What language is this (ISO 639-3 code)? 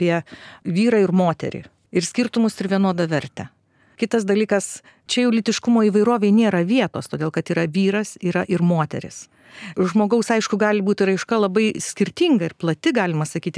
lit